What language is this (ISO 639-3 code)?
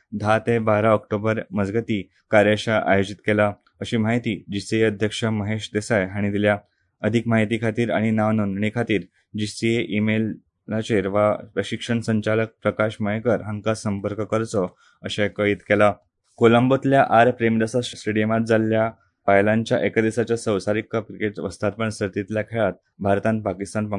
kok